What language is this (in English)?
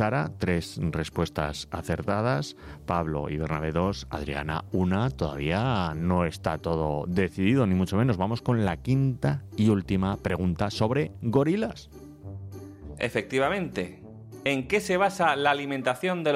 Spanish